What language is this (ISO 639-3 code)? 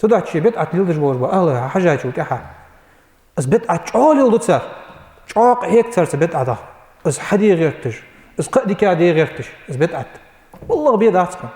inh